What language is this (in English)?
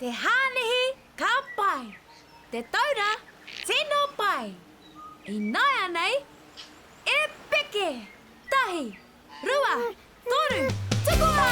Māori